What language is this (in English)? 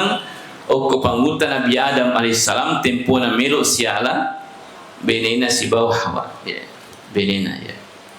Buginese